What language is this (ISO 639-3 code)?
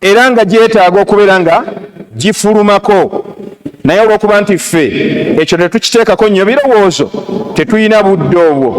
lug